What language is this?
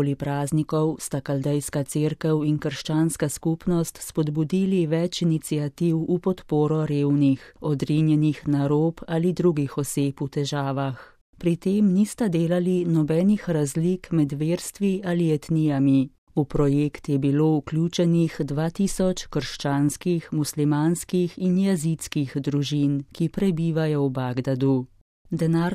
Slovenian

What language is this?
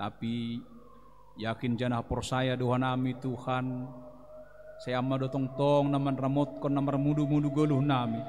Batak Simalungun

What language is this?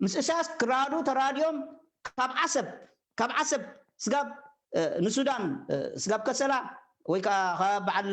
Tigrinya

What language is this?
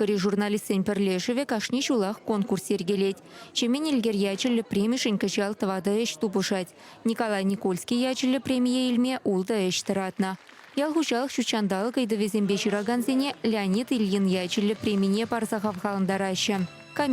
Chuvash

